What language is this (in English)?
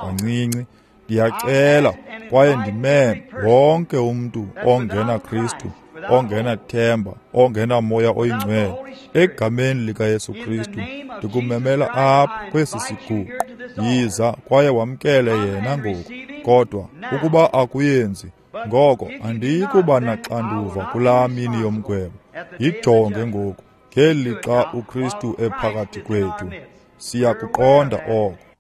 Xhosa